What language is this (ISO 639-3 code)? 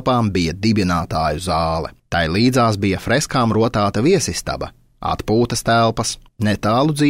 lav